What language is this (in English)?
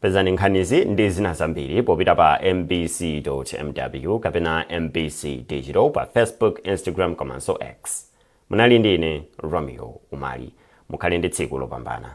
Nyanja